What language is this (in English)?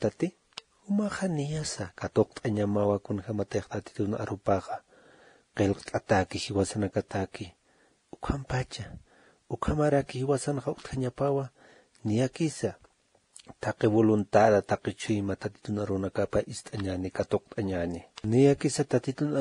Aymara